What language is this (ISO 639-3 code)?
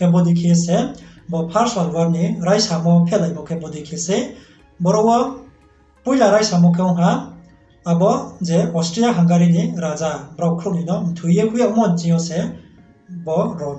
ria